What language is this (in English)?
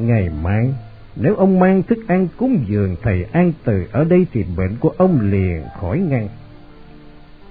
Vietnamese